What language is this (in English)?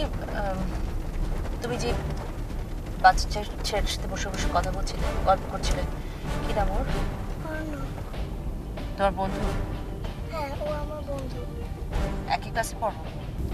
Bangla